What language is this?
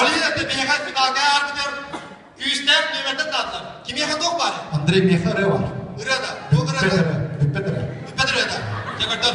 Yakut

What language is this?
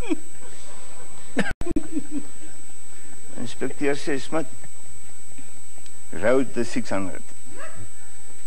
Afrikaans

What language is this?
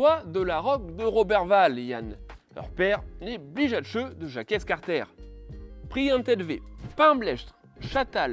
Breton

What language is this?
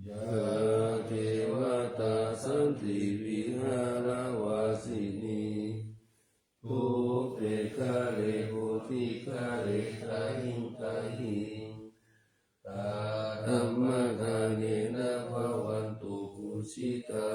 Pali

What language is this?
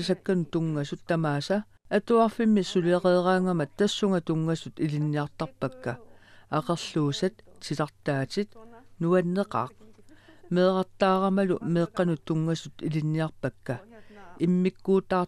Kalaallisut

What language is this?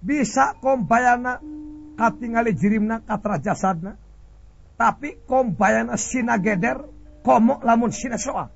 Sundanese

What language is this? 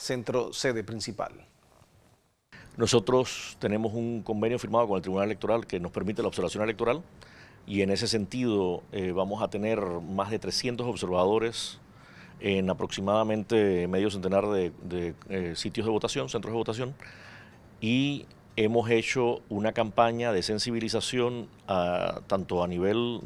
Spanish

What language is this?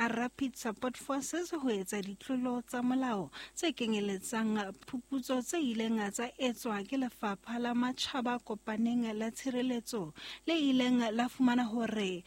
Southern Sotho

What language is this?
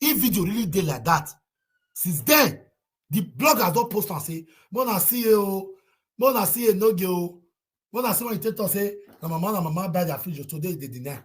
Nigerian Pidgin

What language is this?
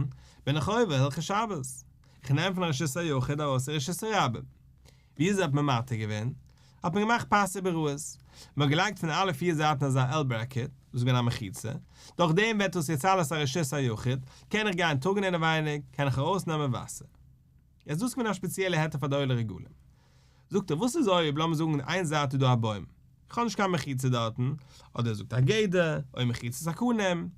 Yiddish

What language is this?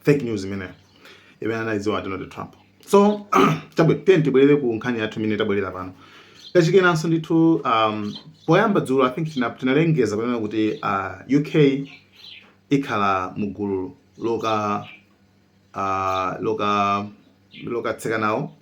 Nyanja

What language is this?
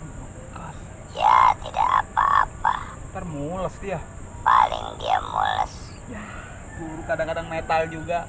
Betawi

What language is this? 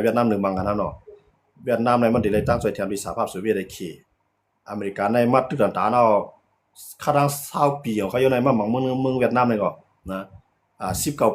Shan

